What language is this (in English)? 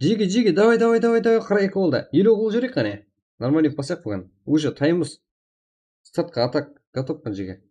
Kara-Kalpak